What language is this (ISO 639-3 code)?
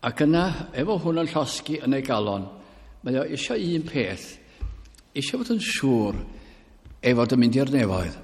cym